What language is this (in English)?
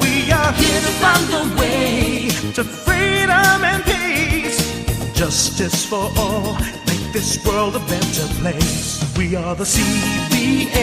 Waray